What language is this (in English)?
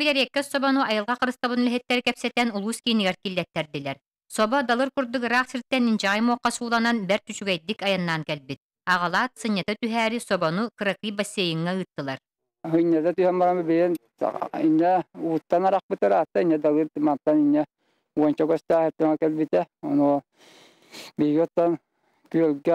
Yakut